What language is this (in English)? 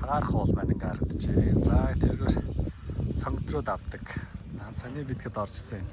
Mongolian